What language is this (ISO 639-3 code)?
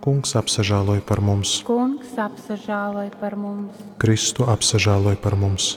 ltg